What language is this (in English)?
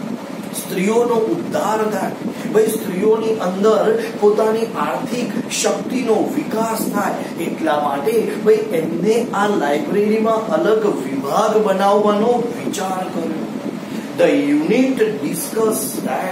Gujarati